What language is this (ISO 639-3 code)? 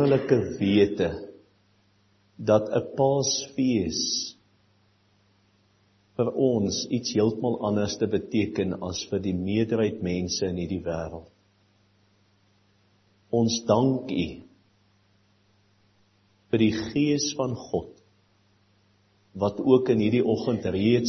afr